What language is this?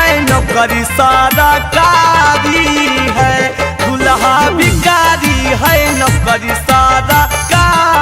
Magahi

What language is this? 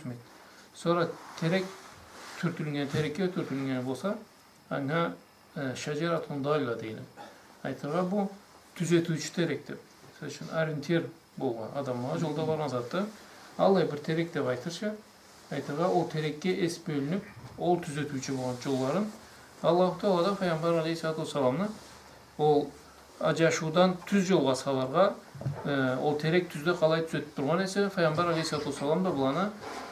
Karachay-Balkar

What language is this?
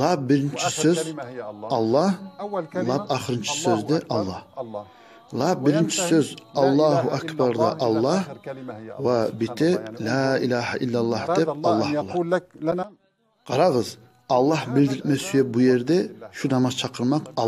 Kumyk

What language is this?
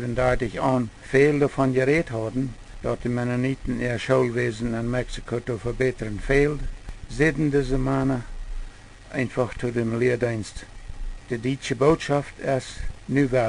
Plautdietsch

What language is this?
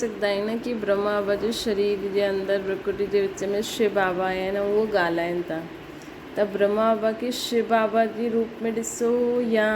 Sindhi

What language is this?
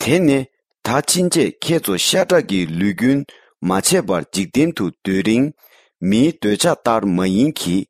Tibetan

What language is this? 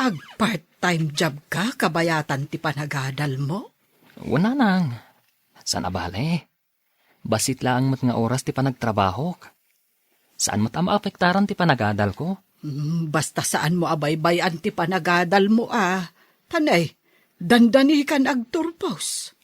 Iloko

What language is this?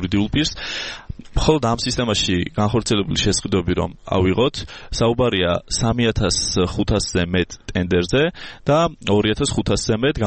Georgian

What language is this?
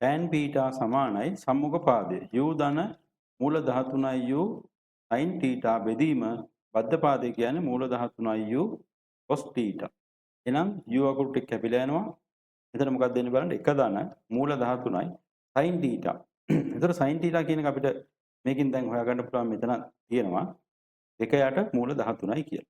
Sinhala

